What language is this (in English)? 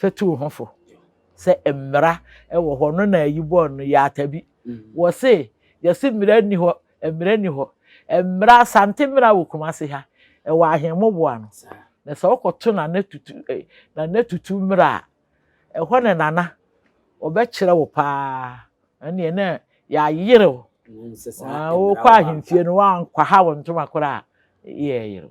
Akan